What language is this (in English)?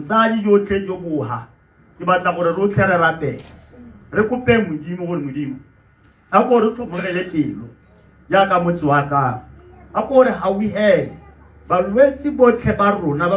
Tswana